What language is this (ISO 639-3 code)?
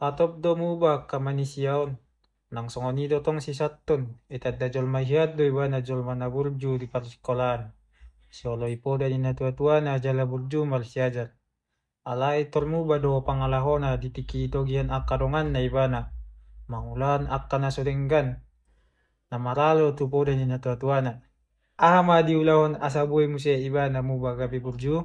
bbc